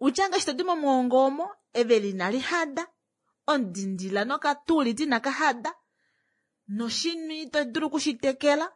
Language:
Kuanyama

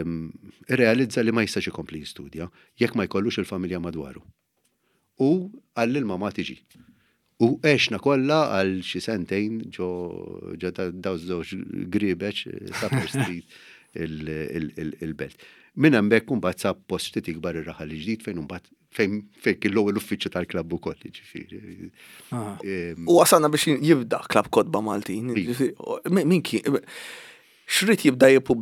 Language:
Maltese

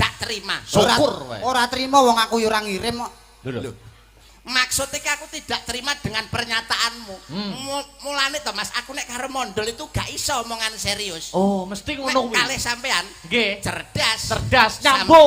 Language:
Javanese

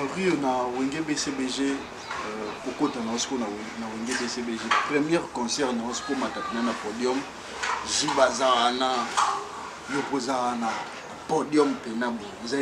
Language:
Lingala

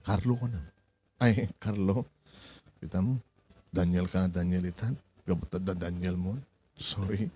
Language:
Iloko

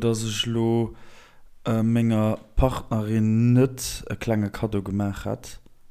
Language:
Luxembourgish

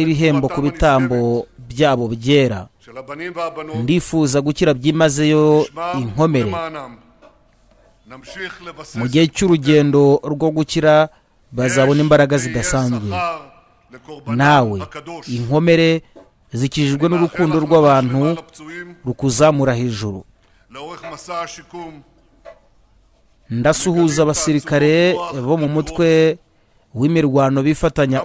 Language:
Kinyarwanda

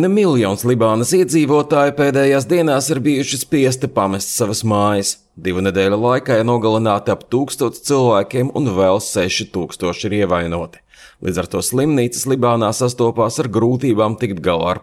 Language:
Latvian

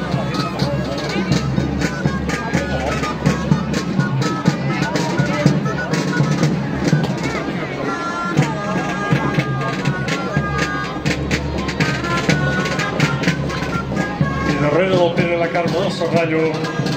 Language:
Catalan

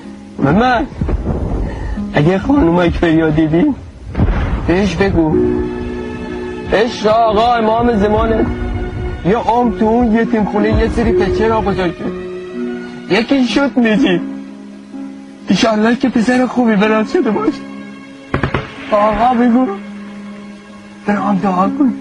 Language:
Persian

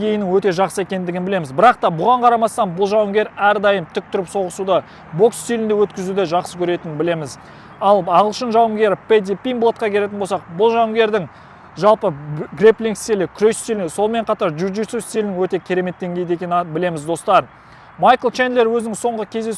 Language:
Kazakh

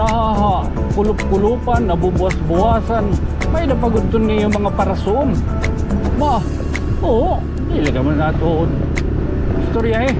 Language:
Waray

